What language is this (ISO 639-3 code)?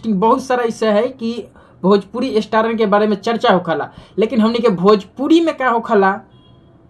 bho